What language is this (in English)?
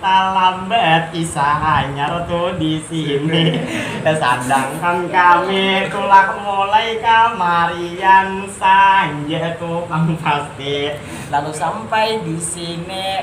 Banjar